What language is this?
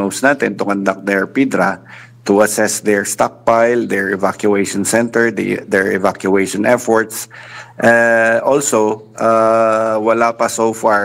Filipino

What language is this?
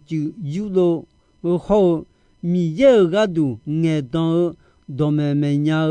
Akha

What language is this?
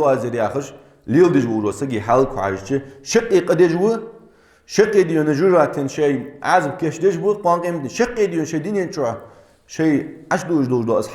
Ingush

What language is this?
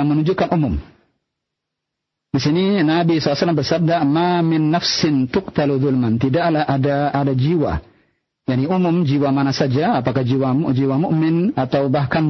Indonesian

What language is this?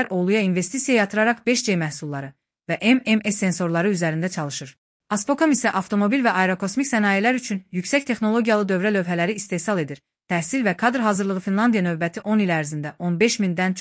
Azerbaijani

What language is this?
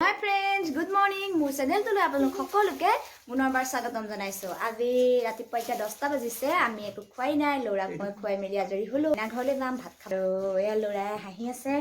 Assamese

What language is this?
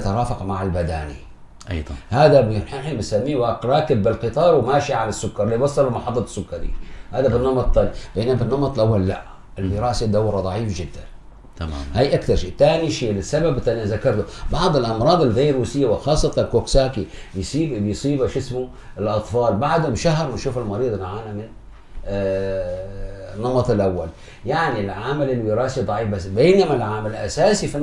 North Levantine Arabic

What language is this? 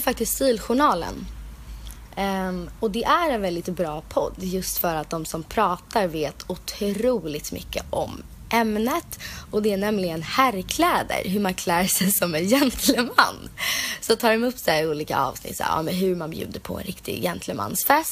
Swedish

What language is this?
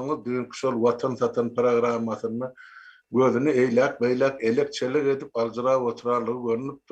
Turkmen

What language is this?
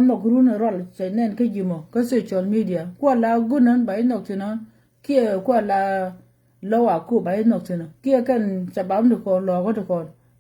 Nuer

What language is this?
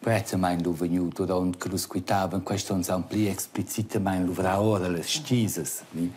Romansh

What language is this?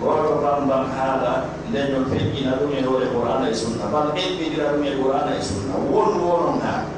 Fula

